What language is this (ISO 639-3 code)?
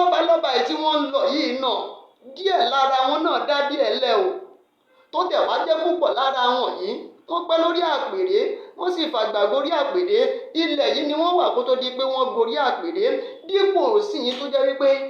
yor